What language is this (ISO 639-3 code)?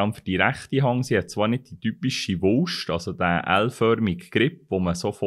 gsw